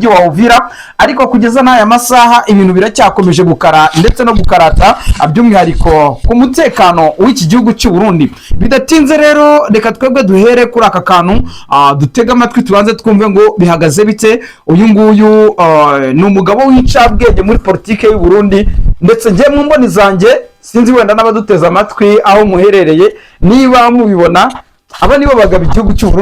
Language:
Kinyarwanda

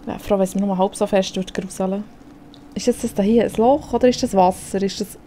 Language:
Swiss German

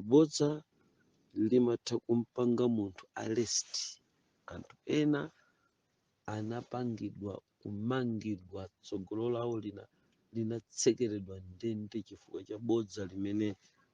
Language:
Nyanja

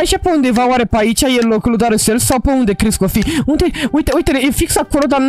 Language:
Romanian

